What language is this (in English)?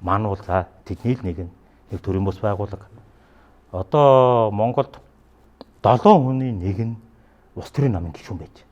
Mongolian